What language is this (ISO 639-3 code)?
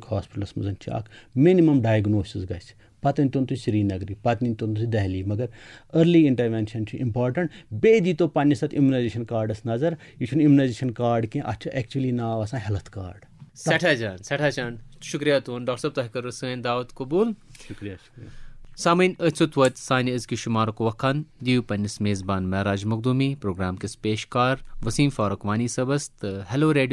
kas